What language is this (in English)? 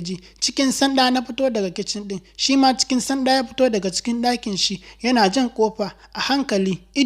Hausa